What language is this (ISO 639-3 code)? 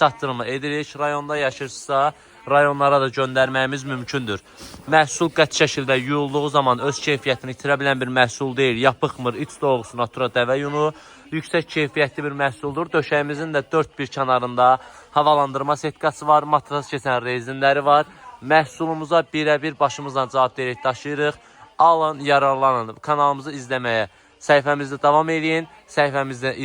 aze